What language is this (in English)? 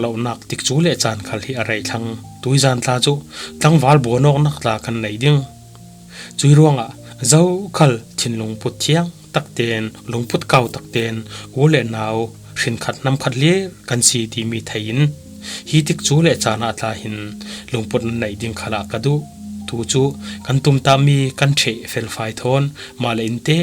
Falam Chin